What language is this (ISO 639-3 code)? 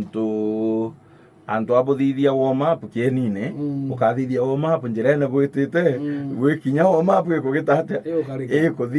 mer